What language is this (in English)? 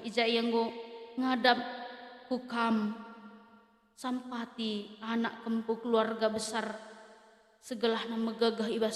Batak Karo